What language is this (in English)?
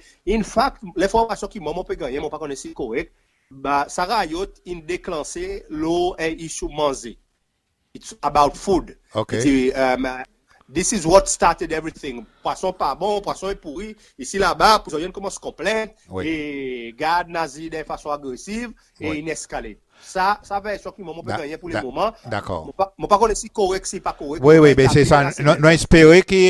Seselwa Creole French